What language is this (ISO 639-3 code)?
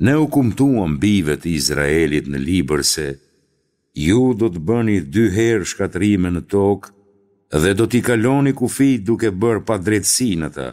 sqi